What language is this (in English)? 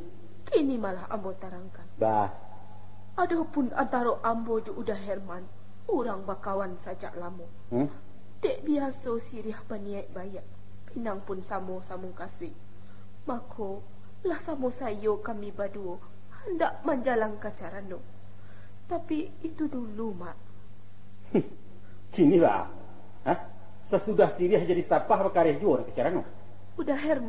Minangkabau